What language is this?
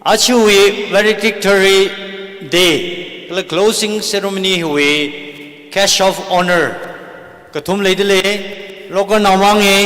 Tangkhul Naga (India)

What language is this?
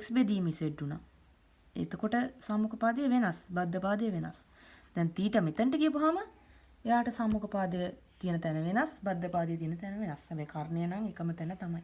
Sinhala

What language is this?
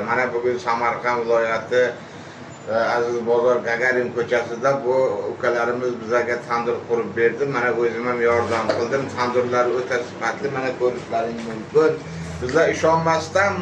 Uzbek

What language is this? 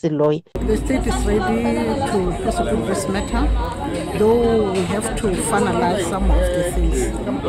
Tsonga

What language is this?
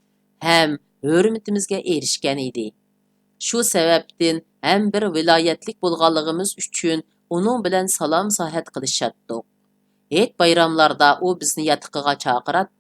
Uyghur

